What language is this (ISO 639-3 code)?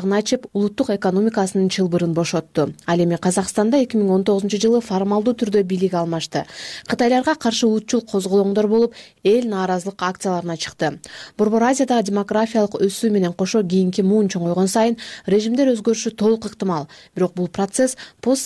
kir